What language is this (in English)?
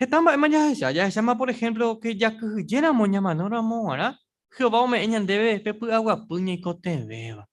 Guarani